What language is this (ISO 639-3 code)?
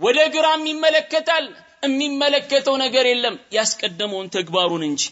amh